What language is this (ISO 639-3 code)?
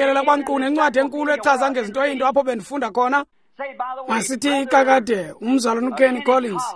xho